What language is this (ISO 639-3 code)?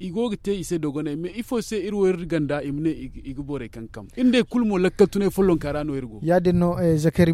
dje